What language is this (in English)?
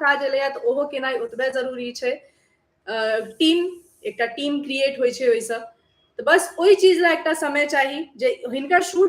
Maithili